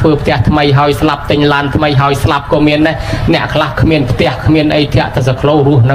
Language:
Khmer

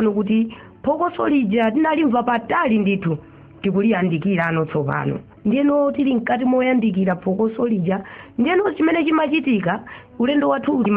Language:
Nyanja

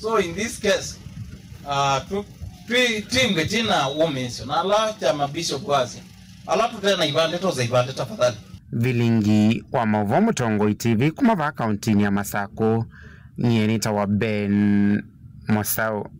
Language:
Kamba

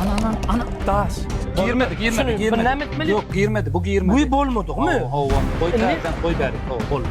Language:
Turkmen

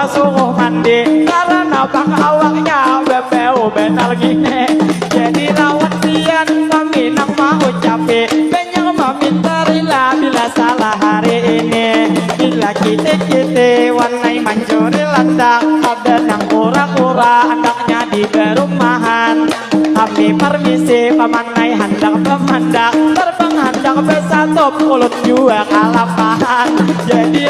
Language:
Banjar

